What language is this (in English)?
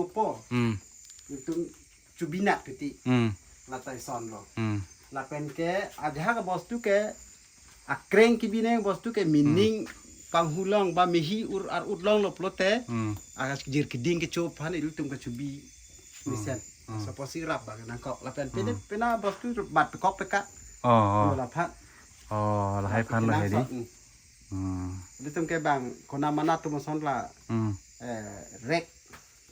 Karbi